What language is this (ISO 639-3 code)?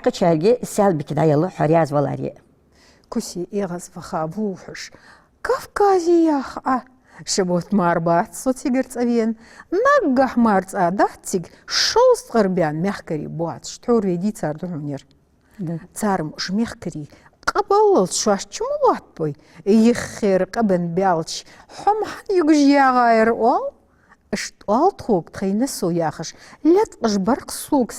inh